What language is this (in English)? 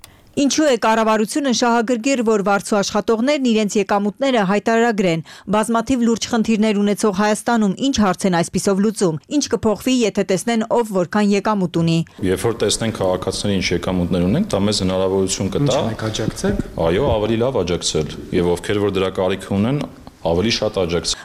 Armenian